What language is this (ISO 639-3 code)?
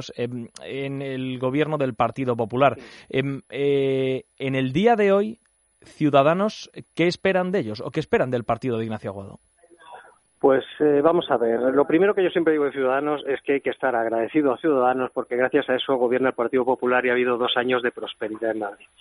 spa